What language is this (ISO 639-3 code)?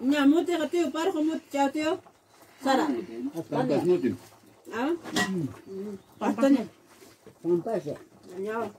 quy